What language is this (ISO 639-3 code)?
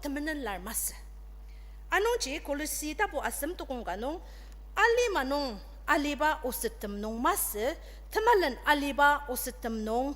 njo